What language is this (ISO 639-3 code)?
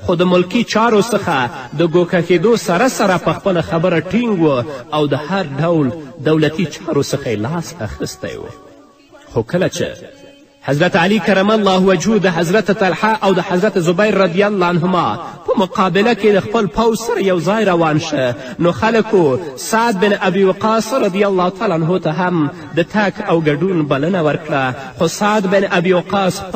pus